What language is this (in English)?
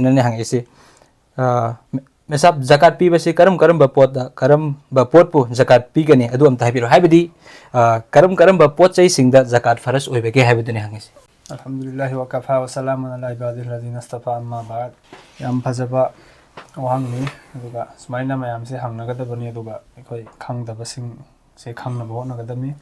Manipuri